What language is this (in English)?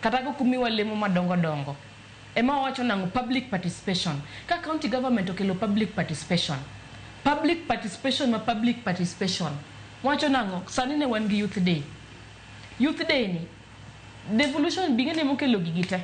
Luo (Kenya and Tanzania)